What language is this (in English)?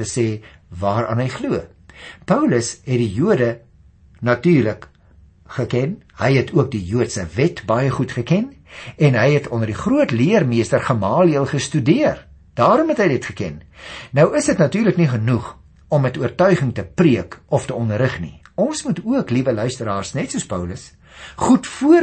Afrikaans